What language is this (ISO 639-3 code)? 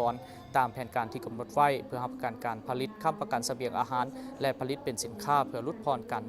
lao